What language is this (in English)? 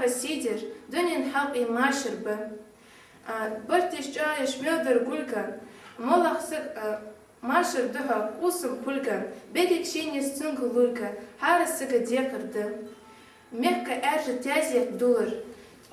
Ingush